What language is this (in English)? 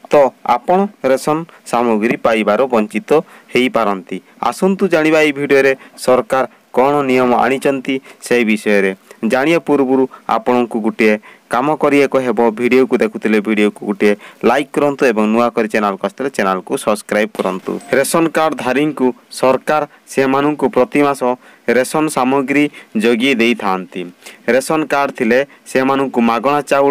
Odia